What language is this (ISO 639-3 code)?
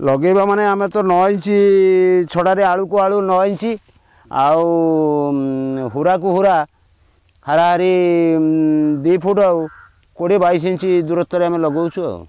ori